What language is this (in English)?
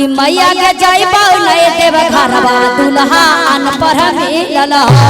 Magahi